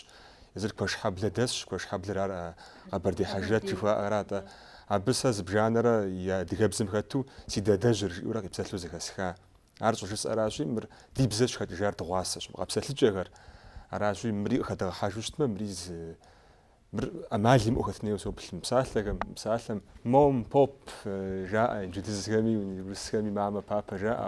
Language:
Kabardian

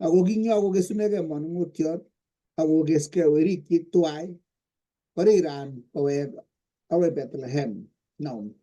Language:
Kalenjin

